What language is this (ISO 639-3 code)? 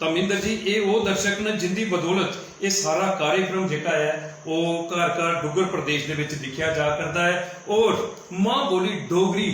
doi